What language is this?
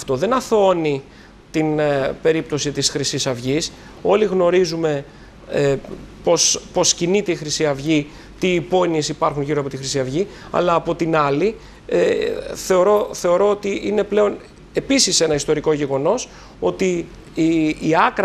Greek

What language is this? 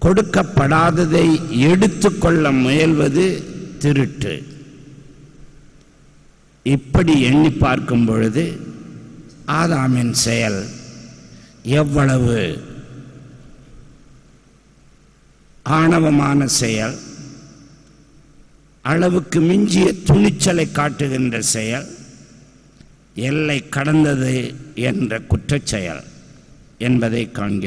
Tamil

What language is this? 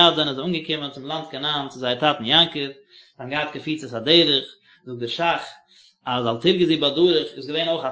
Yiddish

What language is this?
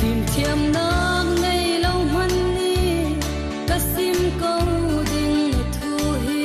Falam Chin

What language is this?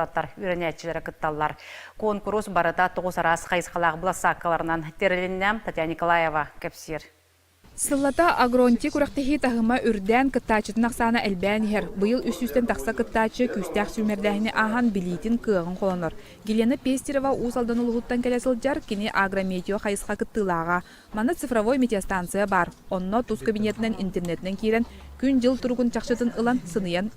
Yakut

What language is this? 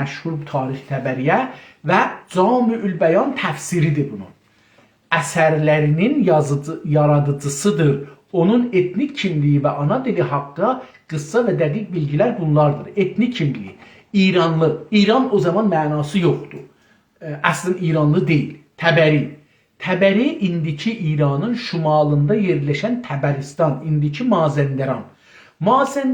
South Azerbaijani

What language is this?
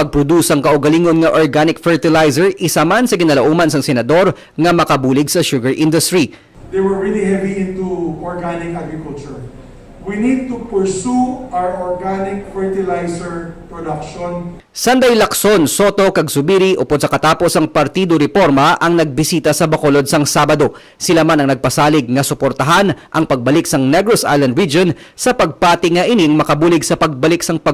Hiligaynon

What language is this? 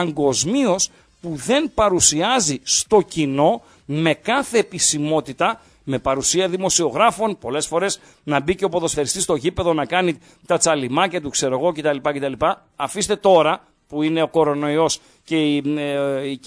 Greek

